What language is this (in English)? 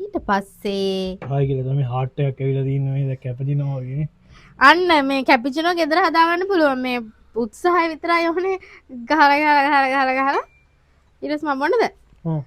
Sinhala